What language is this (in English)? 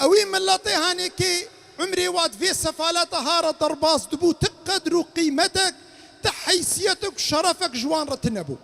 Kurdish